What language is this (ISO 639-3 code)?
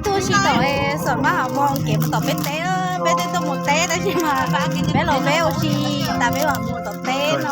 hmn